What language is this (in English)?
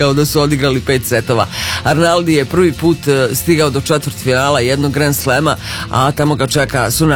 Croatian